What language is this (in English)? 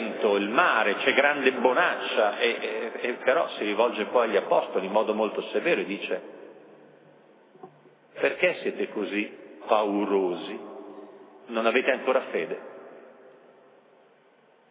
Italian